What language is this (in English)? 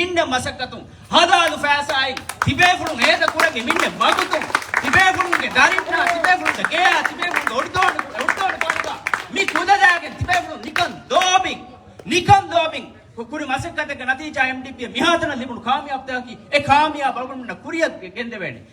Divehi